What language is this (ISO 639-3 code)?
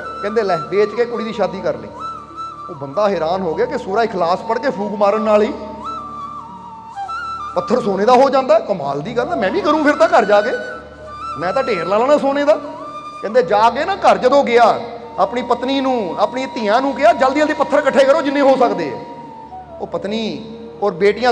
pan